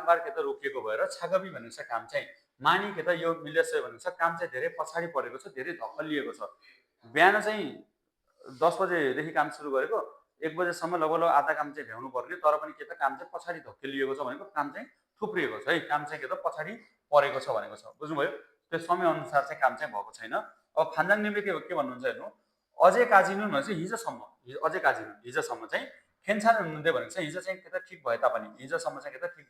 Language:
Nepali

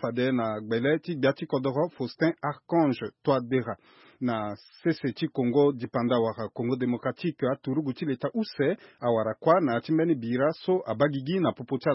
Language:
Sango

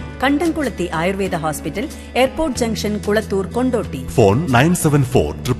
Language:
Malayalam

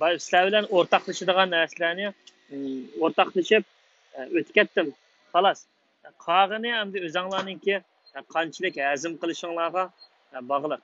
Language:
Uyghur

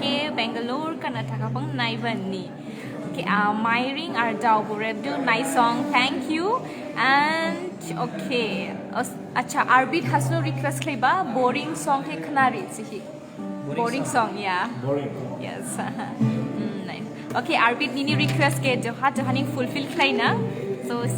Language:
Dimasa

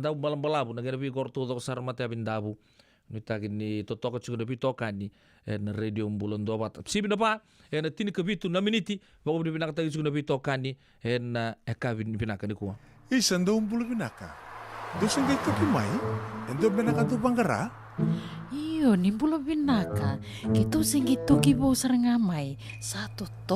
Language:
Fijian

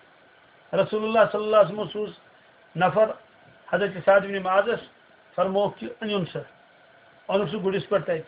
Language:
Kashmiri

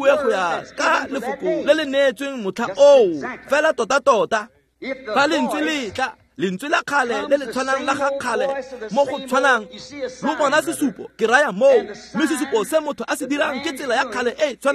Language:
Tswana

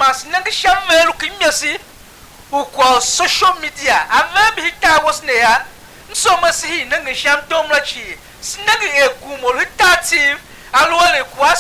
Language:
Tiv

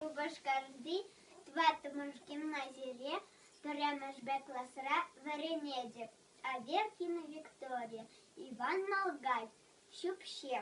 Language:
Chuvash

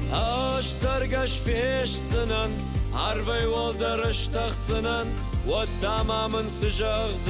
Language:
Ossetic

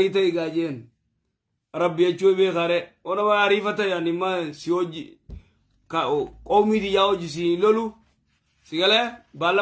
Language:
Oromo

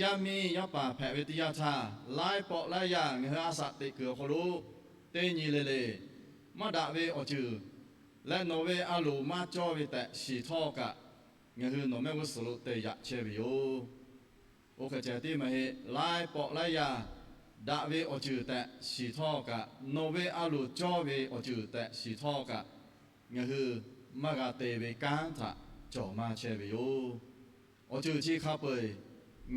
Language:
Lahu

